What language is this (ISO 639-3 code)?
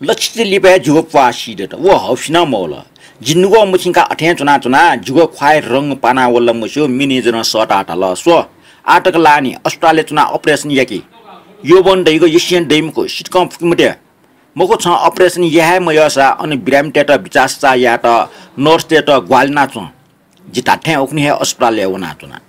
new